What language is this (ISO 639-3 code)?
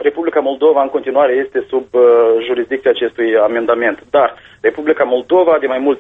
ron